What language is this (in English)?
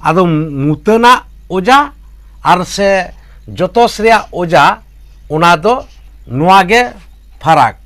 Santali